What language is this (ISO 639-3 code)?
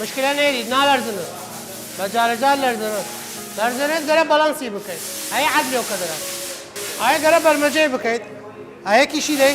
sdh